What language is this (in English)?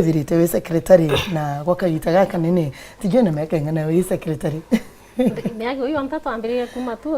Meru